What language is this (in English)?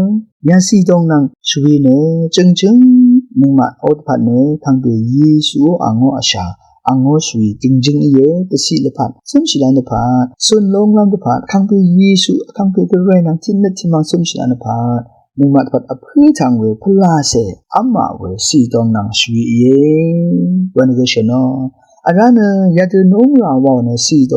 Rawang